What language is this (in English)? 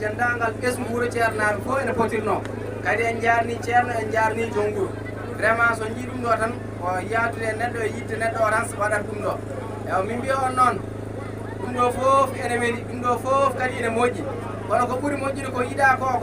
Fula